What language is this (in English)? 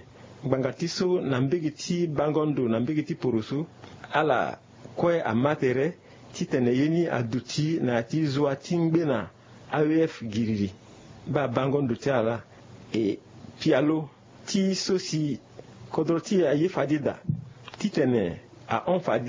Sango